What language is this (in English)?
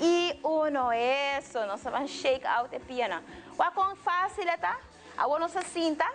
Papiamento